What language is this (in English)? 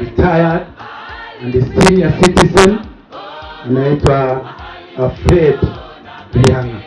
Gusii